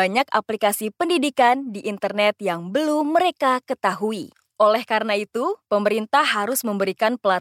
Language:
Indonesian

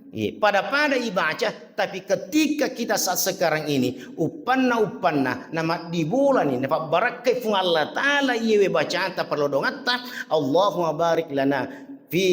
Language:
Buginese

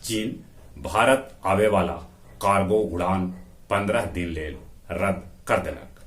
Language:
Magahi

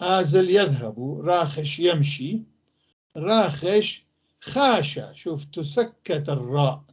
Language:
North Levantine Arabic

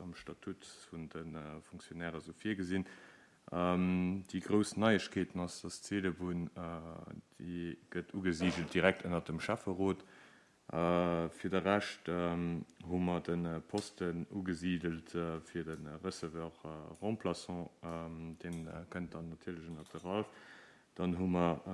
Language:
Luxembourgish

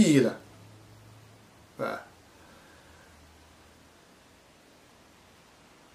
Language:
Chinese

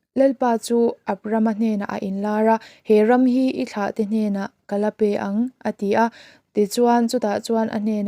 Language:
Mizo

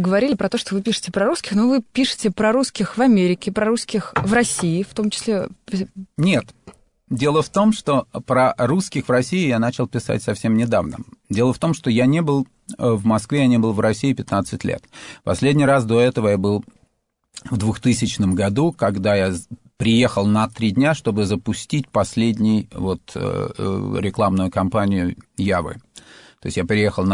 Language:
Russian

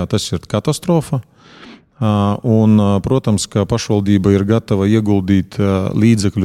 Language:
Latvian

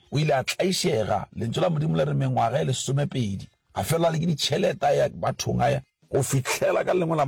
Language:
Northern Sotho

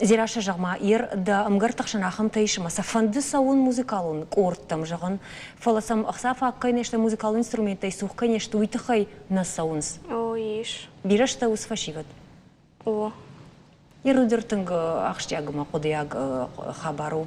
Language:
Ossetic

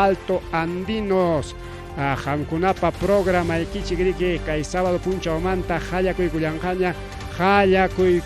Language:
Ayacucho Quechua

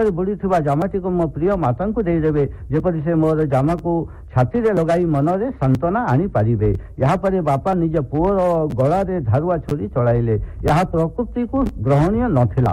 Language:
Odia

